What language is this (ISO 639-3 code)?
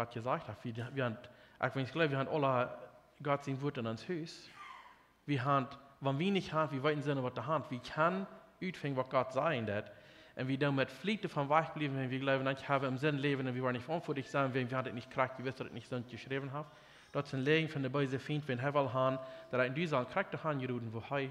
pdt